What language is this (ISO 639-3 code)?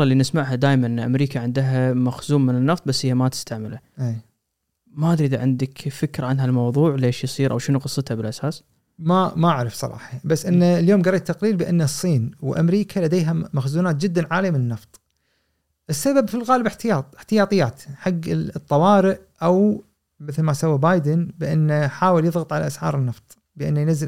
afb